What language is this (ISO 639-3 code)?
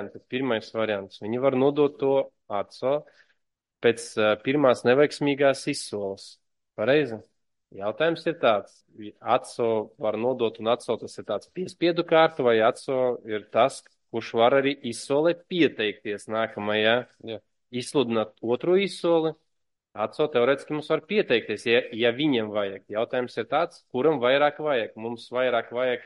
lav